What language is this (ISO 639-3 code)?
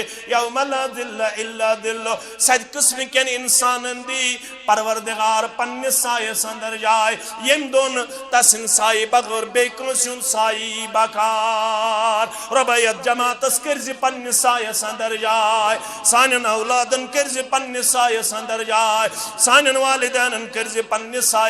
kas